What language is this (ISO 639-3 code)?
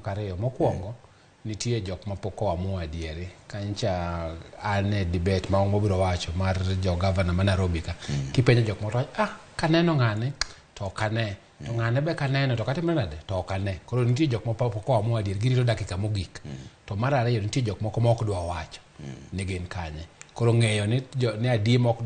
luo